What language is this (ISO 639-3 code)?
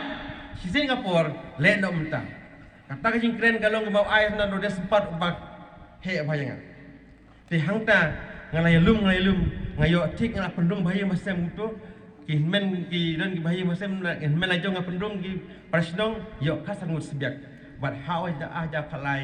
kha